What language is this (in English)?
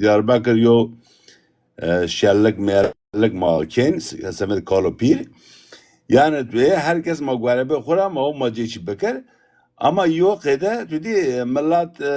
Zaza